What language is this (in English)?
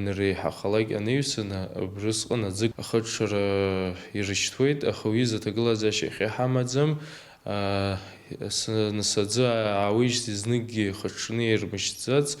Abkhazian